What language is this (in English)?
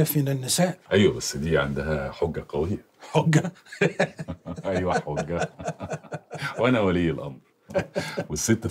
Egyptian Arabic